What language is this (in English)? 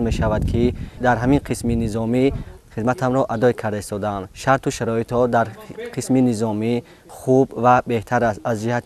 Tajik